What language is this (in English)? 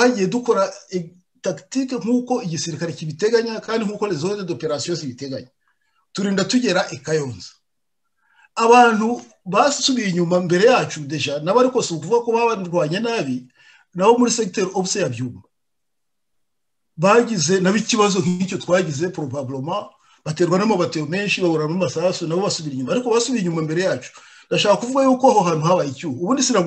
Kinyarwanda